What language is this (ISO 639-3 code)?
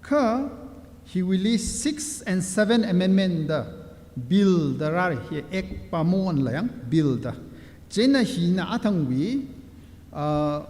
nmf